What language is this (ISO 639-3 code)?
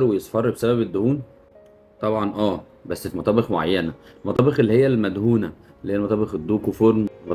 arz